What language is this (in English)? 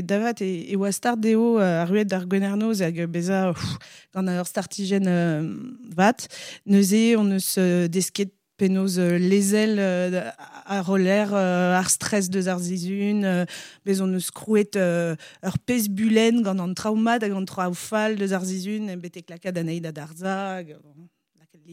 Breton